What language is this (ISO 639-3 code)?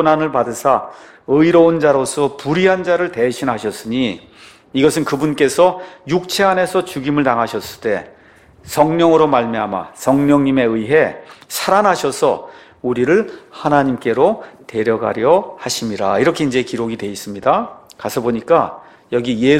kor